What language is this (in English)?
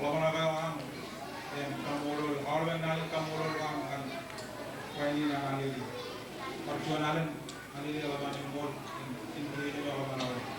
Marshallese